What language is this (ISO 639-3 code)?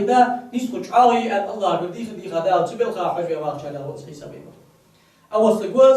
inh